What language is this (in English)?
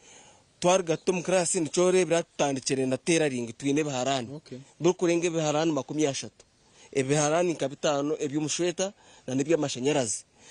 Nyankole